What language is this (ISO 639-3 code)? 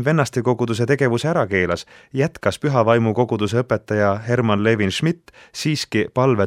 est